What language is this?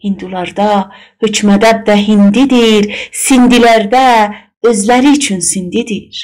South Azerbaijani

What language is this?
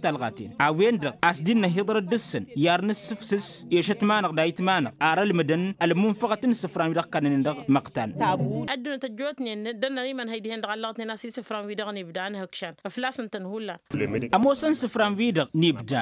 Tamasheq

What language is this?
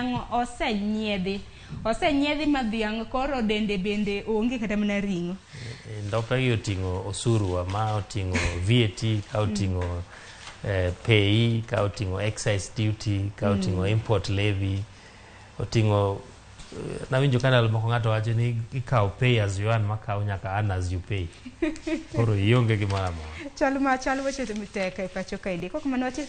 Luo (Kenya and Tanzania)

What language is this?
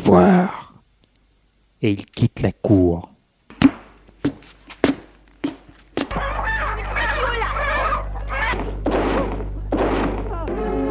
French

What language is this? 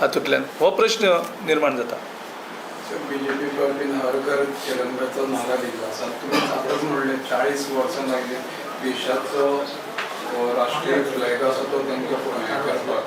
Konkani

